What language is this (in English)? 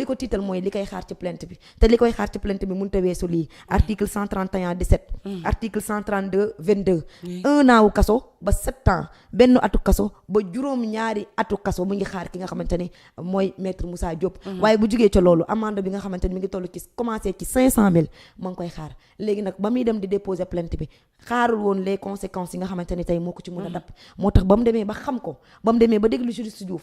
Wolof